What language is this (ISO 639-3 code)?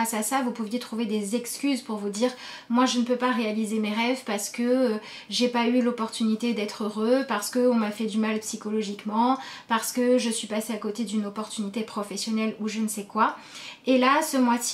fra